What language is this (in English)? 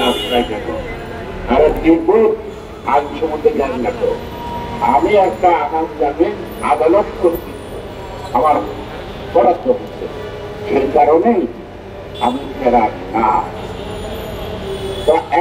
Bangla